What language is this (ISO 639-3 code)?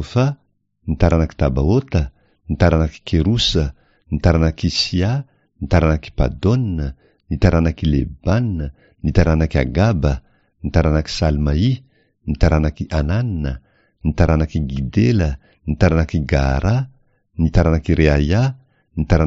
mlg